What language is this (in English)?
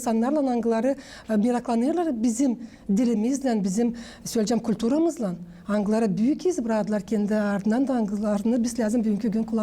Gagauz